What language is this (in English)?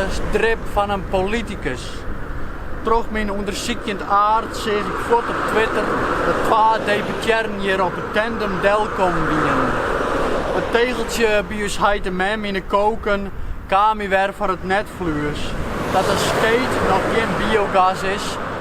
Western Frisian